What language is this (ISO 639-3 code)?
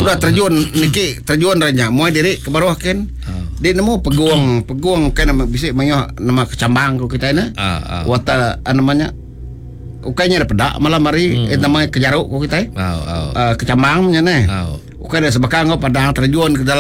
iba